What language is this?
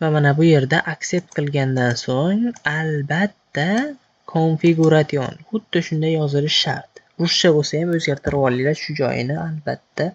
Uzbek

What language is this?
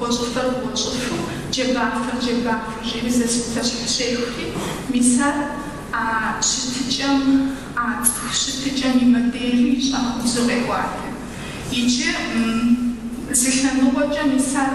Kabardian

